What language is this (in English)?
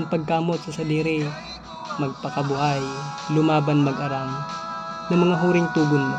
Bikol